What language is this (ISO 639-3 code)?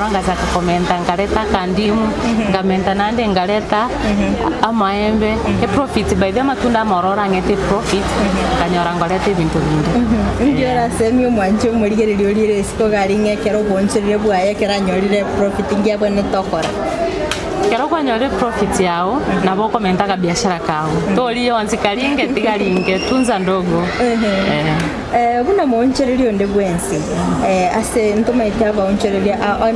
guz